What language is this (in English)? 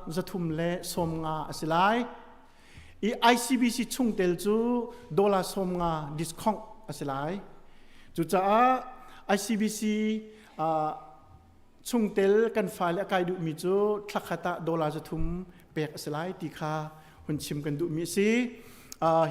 Hakha Chin